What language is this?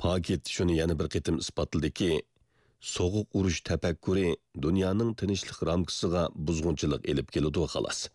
Uyghur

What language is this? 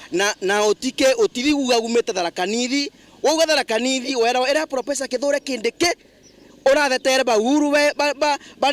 Meru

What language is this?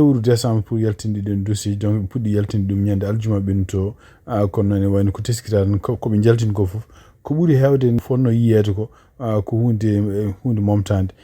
Fula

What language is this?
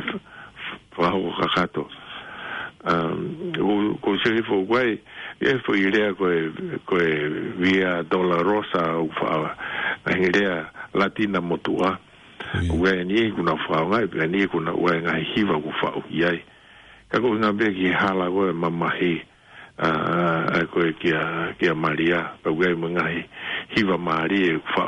Tongan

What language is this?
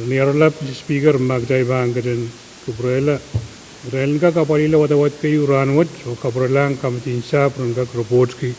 Pohnpeian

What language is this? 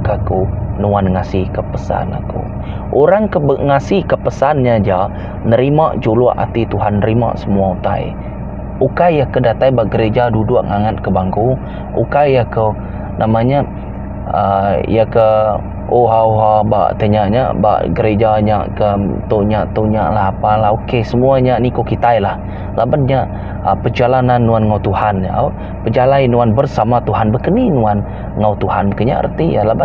Iban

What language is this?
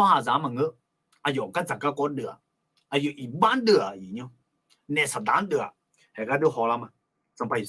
Akha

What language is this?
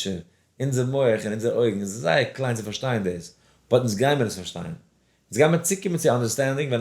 Yiddish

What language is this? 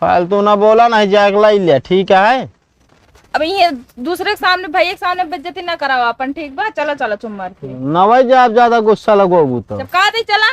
Awadhi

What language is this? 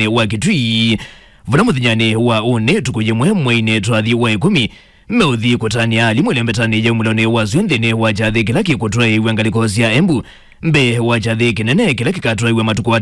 Kamba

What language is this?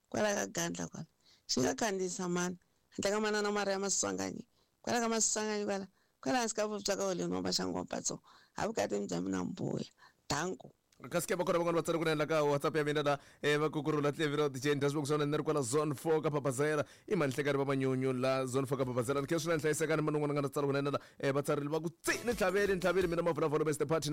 Tsonga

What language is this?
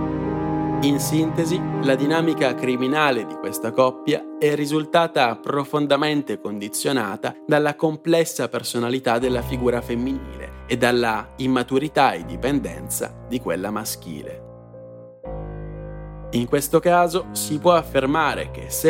Italian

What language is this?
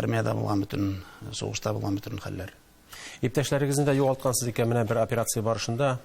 Tatar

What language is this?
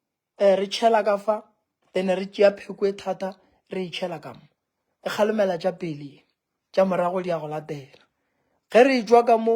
Northern Sotho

